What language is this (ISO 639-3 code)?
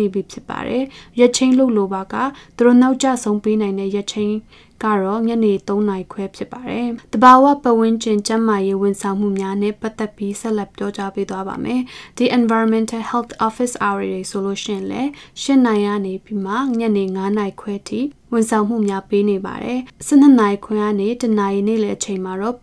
mya